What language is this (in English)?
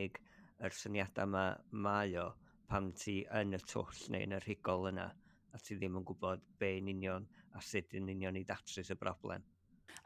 Welsh